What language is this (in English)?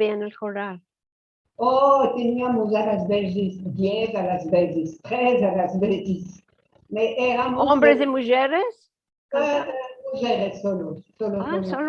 Ladino